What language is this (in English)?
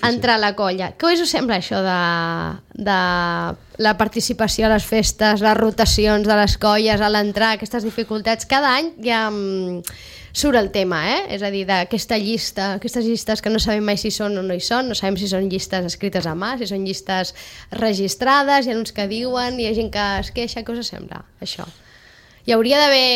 Catalan